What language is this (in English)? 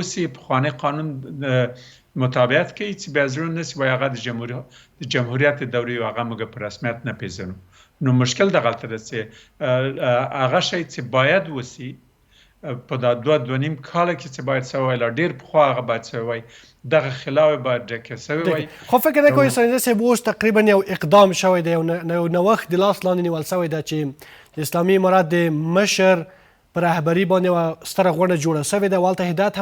Pashto